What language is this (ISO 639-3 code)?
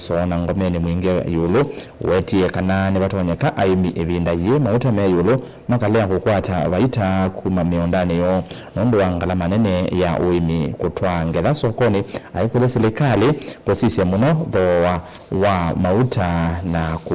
kam